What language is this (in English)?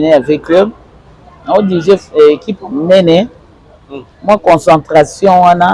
Lingala